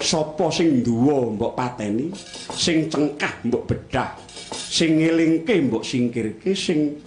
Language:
Javanese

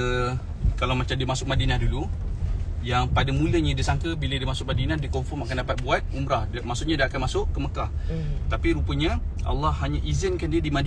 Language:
Malay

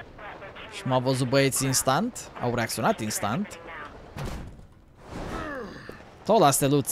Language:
Romanian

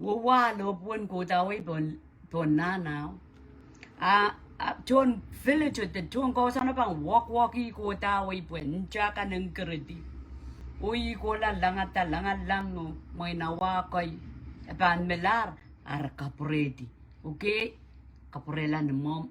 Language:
Pohnpeian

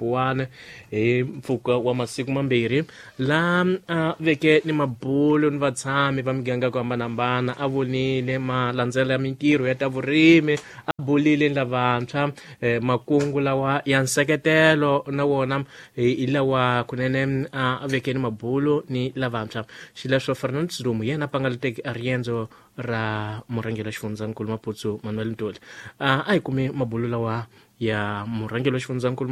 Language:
Tsonga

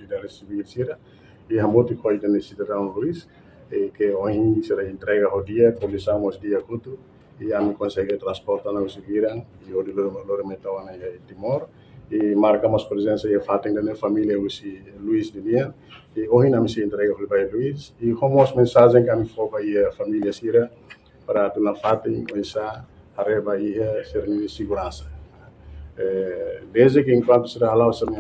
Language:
Tetum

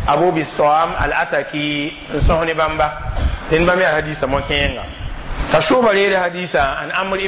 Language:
Mossi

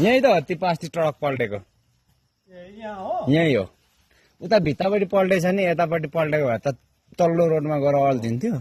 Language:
Nepali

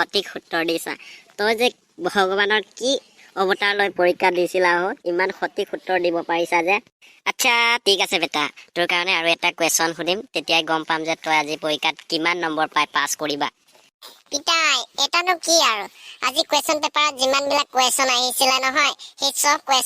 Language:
Assamese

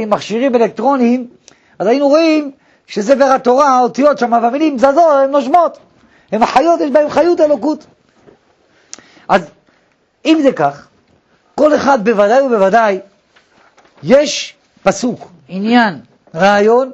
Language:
Hebrew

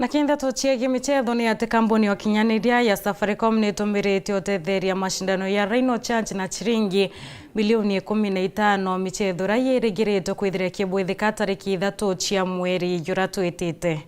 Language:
Meru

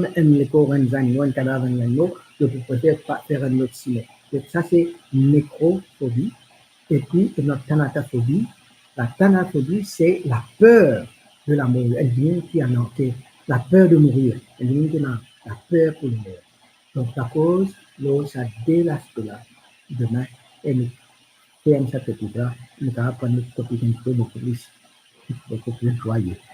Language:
Morisyen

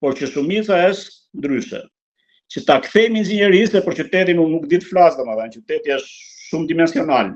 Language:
Albanian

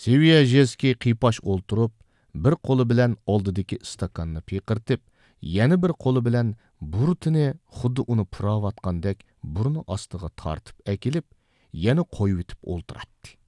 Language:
Uyghur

